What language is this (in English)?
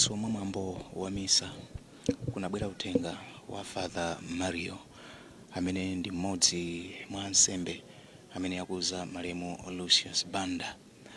Nyanja